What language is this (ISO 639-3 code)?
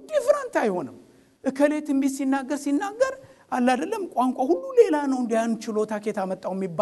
amh